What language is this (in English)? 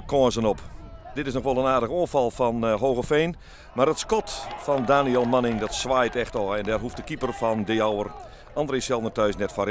Western Frisian